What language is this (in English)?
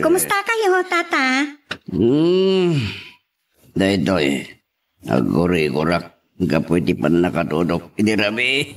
Iloko